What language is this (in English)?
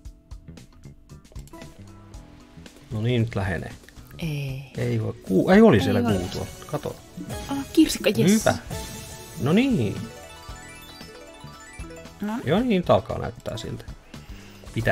Finnish